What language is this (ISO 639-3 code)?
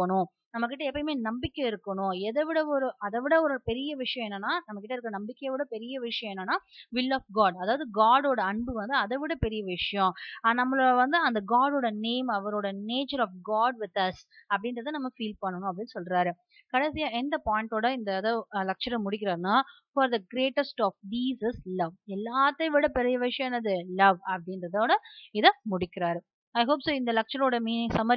tam